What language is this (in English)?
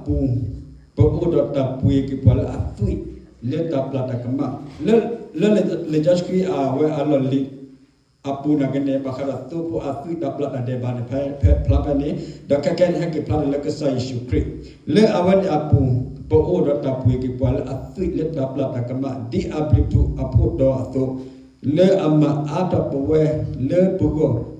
S'gaw Karen